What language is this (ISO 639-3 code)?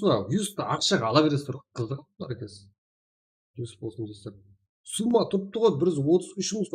kaa